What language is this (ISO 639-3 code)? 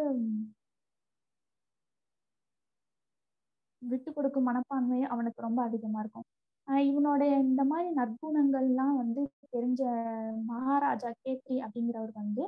tam